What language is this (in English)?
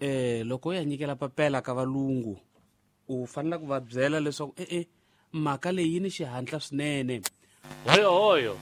Tsonga